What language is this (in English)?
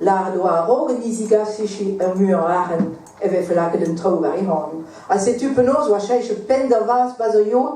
Breton